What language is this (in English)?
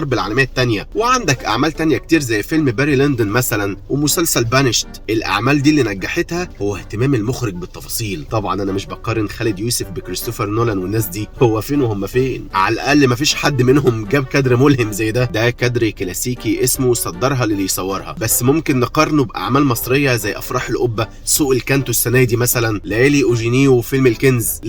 Egyptian Arabic